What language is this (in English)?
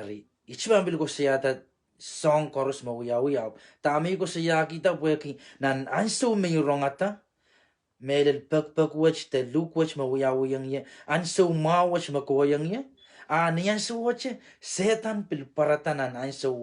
Pohnpeian